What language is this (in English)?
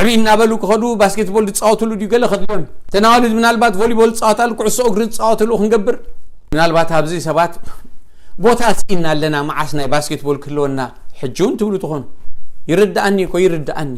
Tigrinya